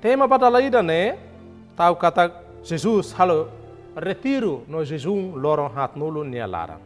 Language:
Tetum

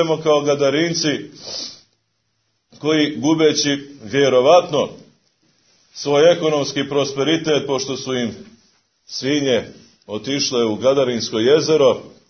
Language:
Serbian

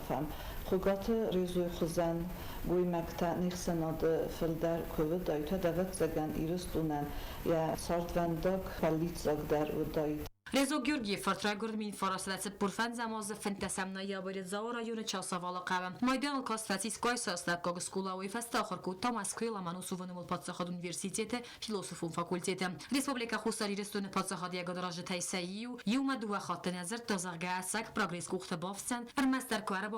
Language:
Ossetic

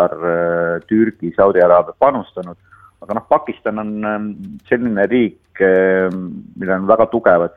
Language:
Estonian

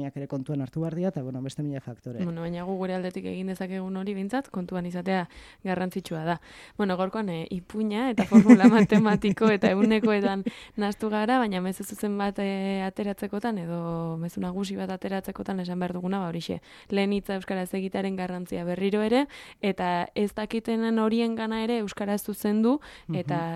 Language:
Basque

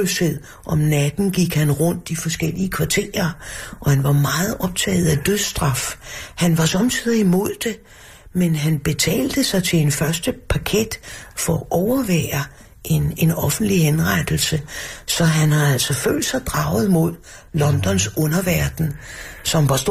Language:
Danish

